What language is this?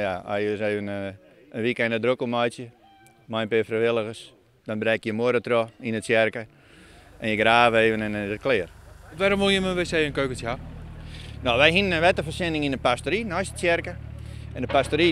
Western Frisian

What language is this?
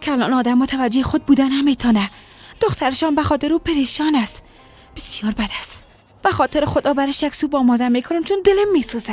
Persian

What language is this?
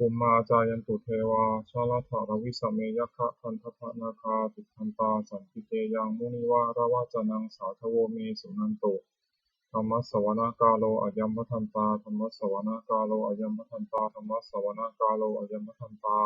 Pali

